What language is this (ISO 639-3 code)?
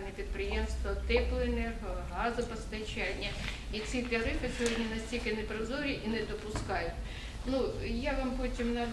ukr